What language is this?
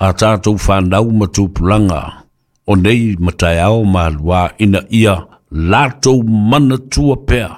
Samoan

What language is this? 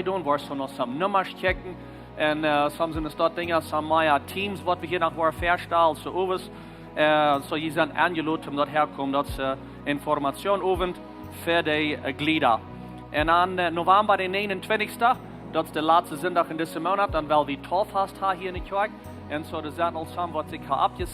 Plautdietsch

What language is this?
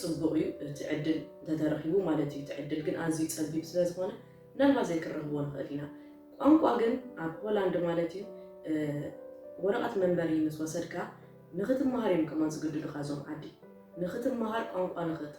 Tigrinya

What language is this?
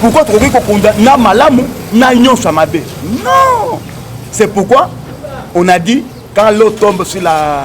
Lingala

